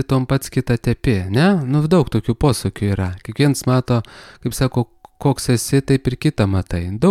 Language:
Lithuanian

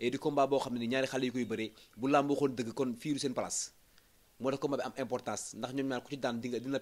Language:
Wolof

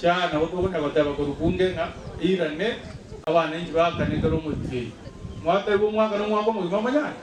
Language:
Gusii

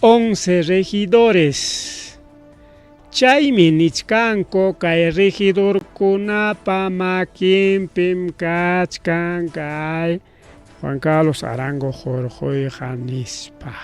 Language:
Ayacucho Quechua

